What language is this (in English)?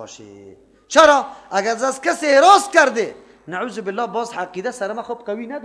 Persian